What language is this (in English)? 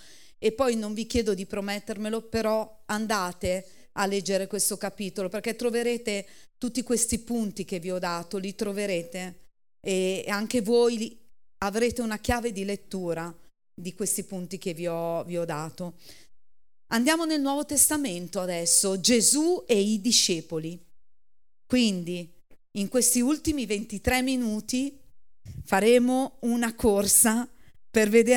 Italian